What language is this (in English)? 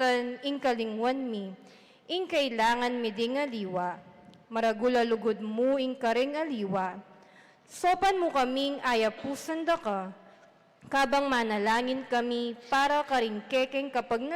Pampanga